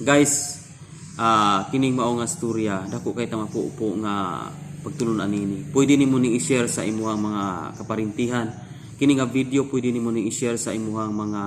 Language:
Cebuano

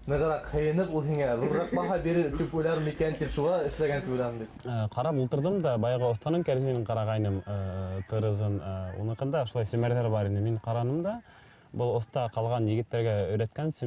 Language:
Bashkir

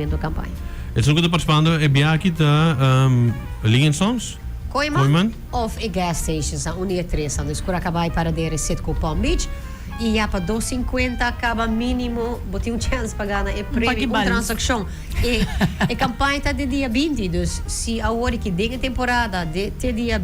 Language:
Papiamento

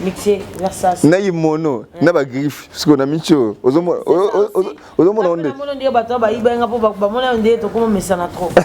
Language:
Lingala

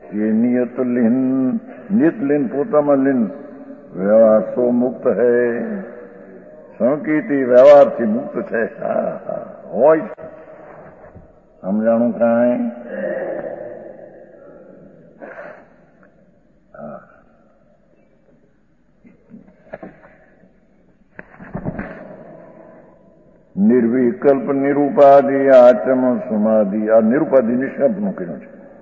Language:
Gujarati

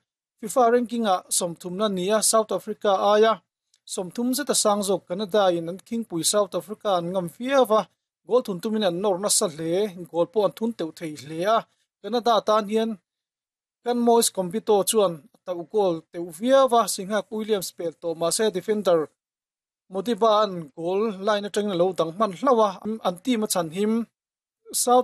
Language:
Mizo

